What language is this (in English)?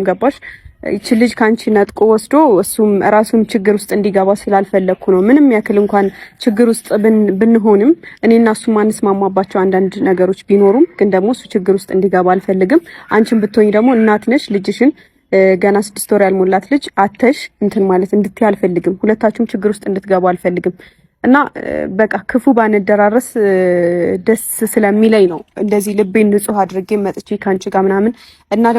Amharic